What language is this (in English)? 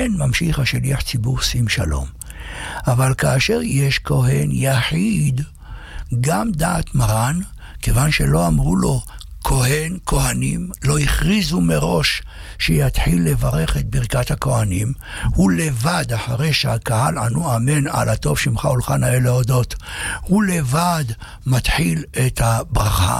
Hebrew